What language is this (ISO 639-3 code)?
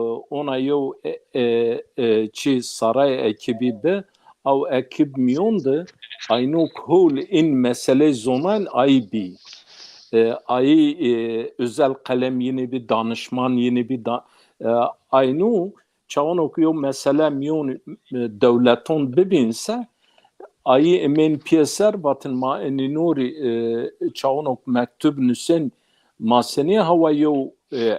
zza